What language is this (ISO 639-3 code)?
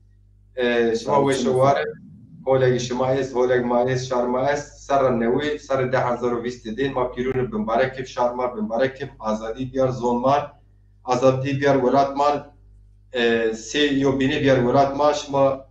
zza